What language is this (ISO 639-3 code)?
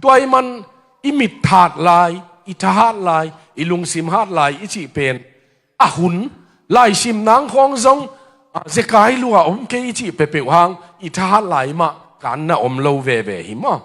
ctd